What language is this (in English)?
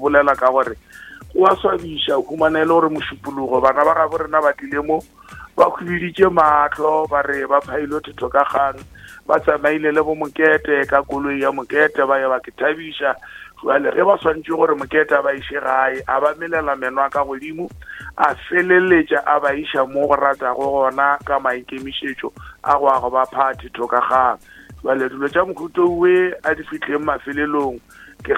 Northern Sotho